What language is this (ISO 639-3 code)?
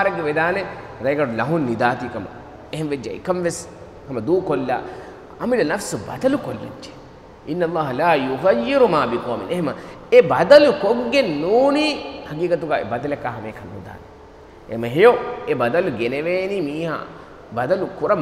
div